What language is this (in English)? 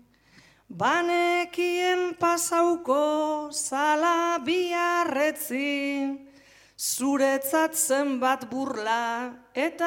Basque